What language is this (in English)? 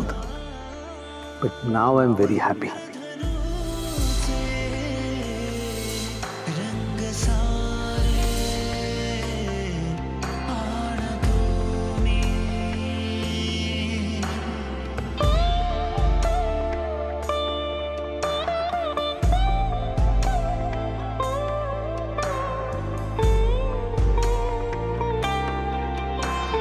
Marathi